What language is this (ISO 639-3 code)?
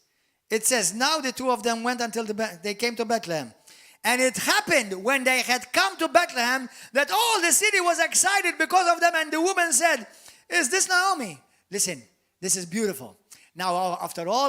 eng